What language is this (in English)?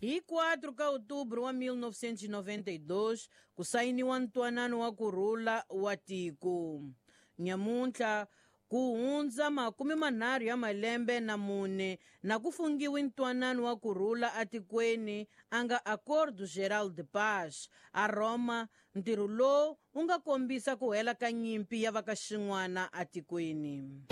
Tsonga